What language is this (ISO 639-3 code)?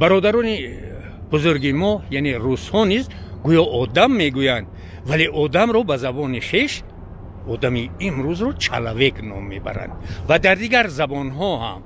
tgk